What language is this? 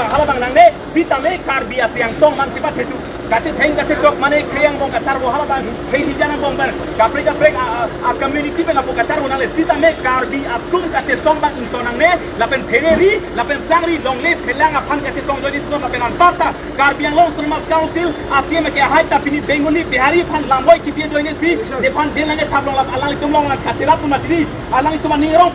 Karbi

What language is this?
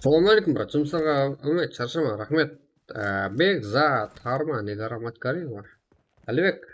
Kara-Kalpak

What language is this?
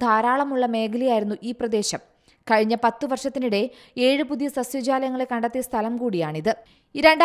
Malayalam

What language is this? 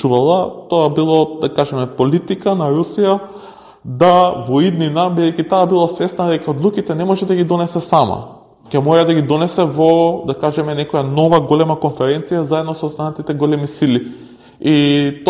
Macedonian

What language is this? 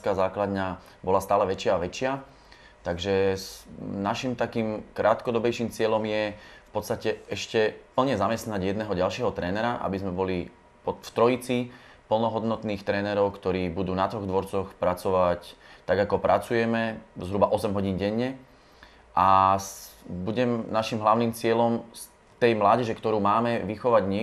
Slovak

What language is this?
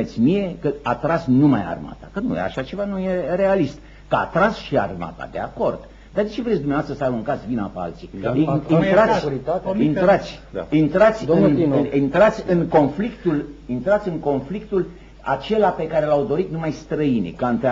Romanian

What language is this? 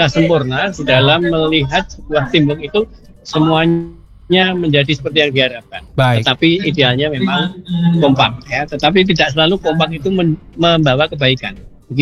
Indonesian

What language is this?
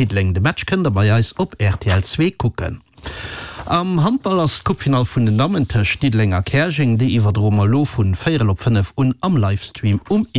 Luxembourgish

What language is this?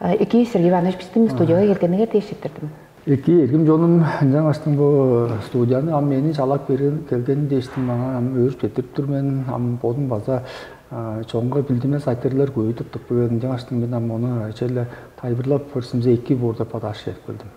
Tuvinian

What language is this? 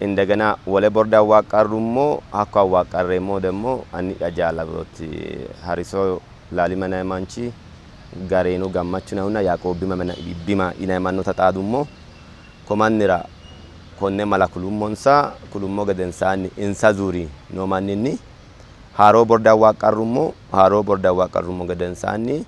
Sidamo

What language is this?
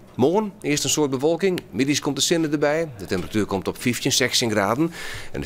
Western Frisian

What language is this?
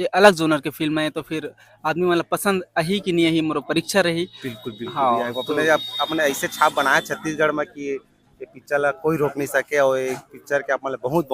Chhattisgarhi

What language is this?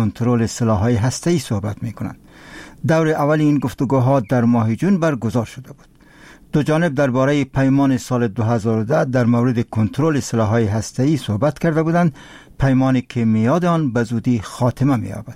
Persian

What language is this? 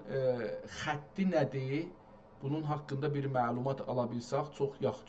South Azerbaijani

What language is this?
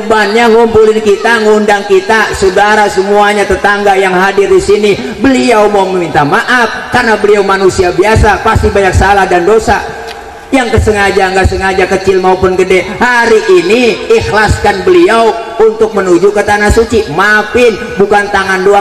Betawi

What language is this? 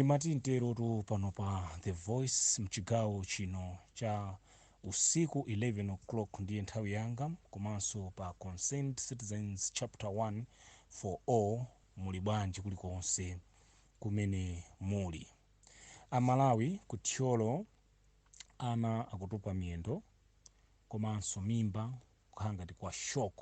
Nyanja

